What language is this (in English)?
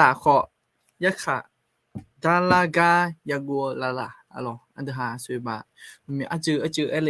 Akha